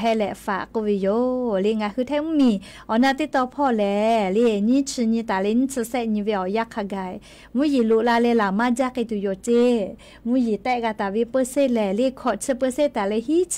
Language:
Lahu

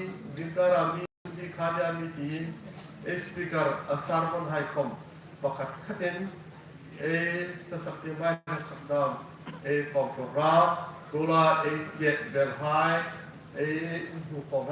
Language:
Hmar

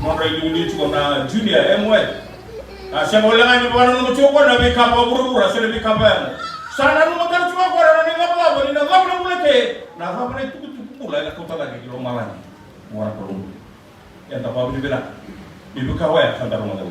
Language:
Fijian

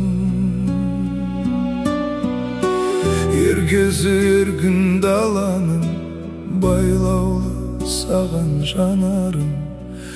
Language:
Kazakh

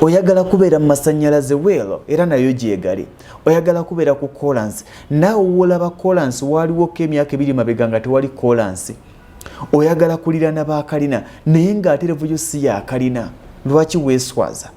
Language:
Ganda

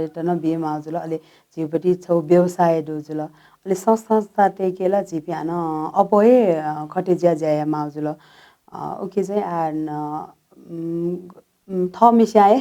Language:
Newari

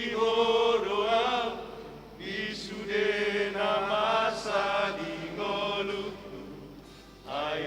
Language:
Batak Toba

